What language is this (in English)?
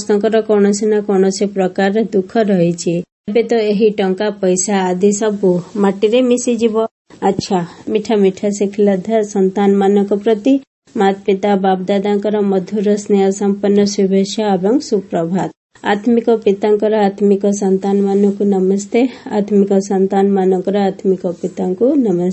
Odia